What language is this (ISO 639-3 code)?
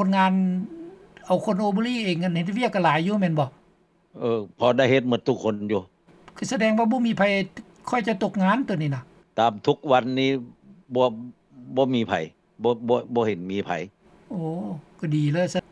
lao